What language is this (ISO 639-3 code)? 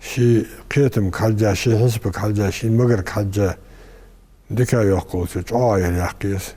inh